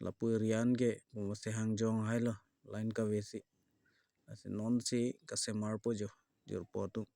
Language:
Karbi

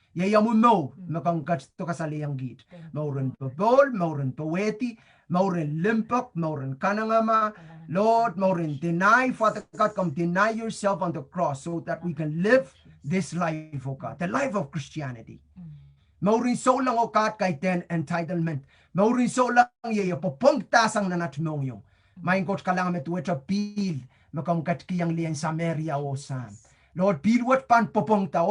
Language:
Pohnpeian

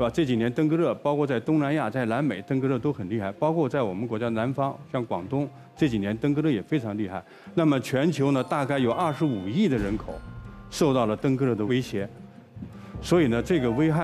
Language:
Chinese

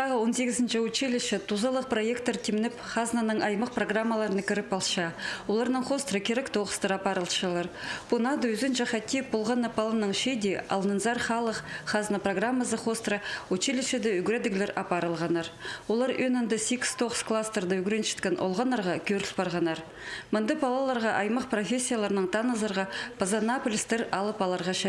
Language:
Khakas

